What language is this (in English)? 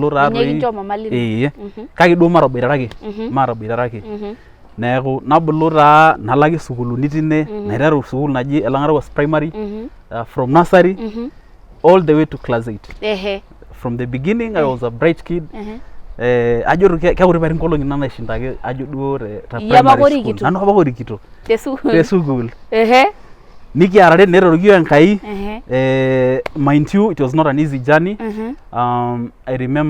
Masai